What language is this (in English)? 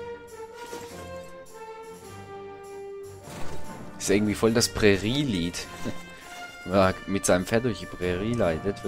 German